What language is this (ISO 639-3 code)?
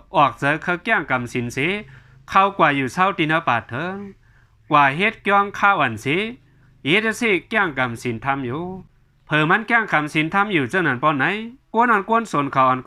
shn